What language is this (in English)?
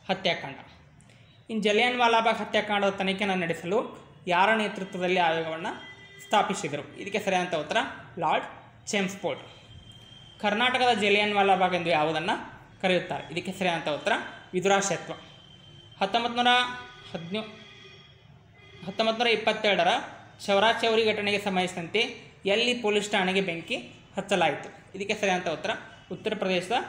Kannada